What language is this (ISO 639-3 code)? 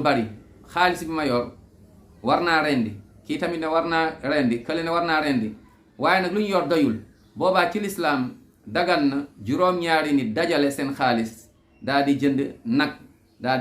wol